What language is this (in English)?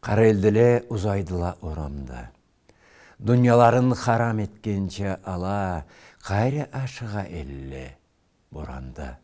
Karachay-Balkar